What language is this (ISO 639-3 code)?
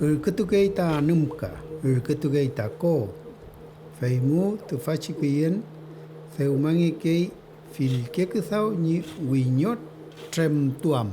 arn